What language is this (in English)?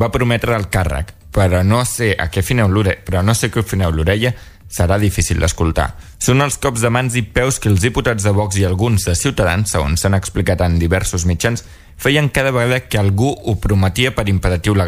Catalan